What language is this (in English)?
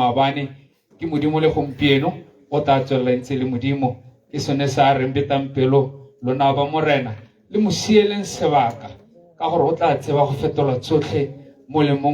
Tswana